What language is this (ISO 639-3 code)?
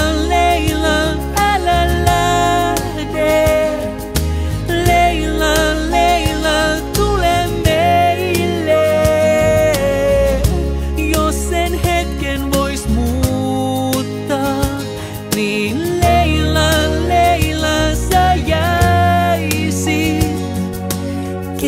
fin